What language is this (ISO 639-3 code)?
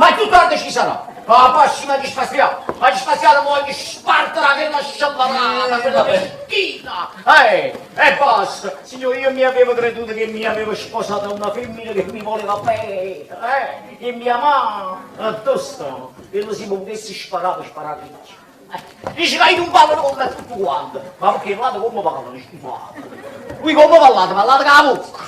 nap